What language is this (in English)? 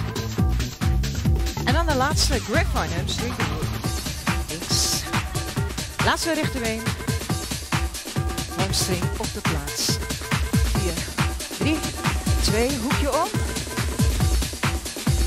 Dutch